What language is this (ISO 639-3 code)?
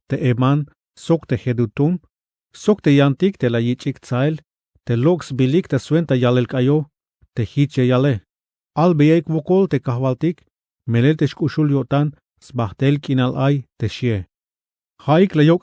tzh